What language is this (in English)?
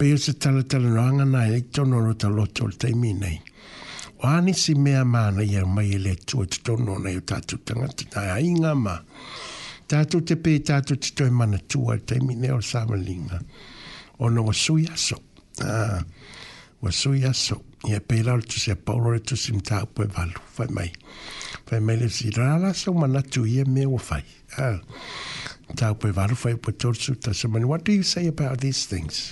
Samoan